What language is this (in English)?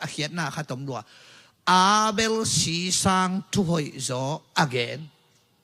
Tedim Chin